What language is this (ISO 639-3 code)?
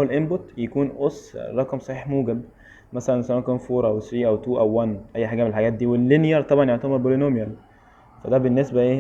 arz